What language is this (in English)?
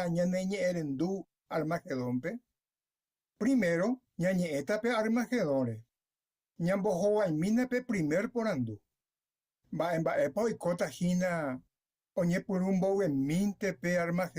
Guarani